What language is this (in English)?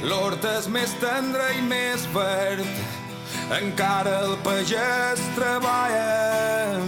Catalan